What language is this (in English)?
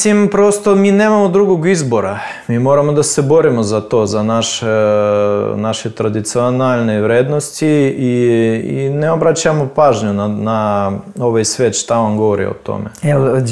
Serbian